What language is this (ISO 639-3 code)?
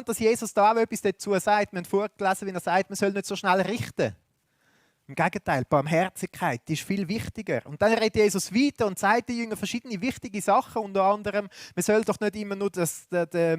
gsw